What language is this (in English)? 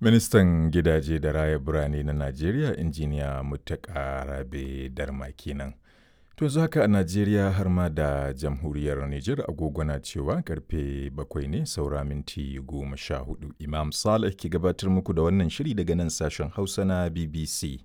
Hausa